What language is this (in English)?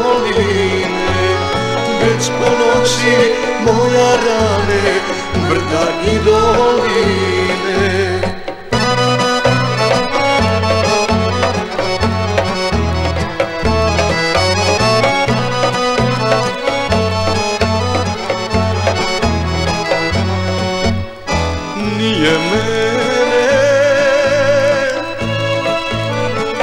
Serbian